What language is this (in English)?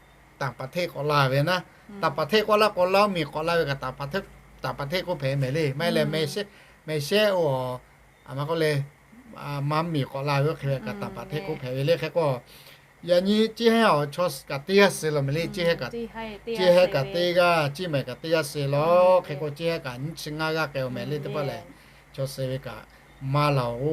Lahu